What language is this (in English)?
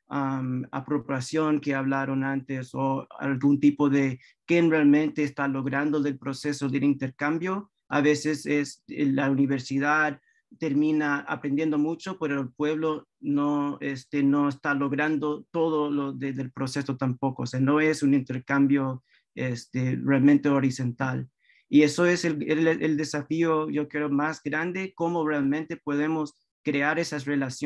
Spanish